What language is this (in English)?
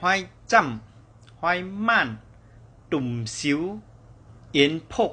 Shan